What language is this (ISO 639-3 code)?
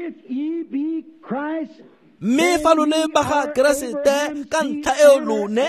tsn